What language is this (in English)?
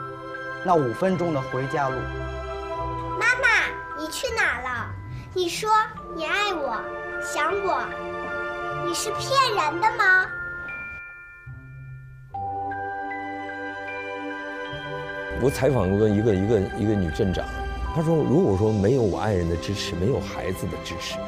Chinese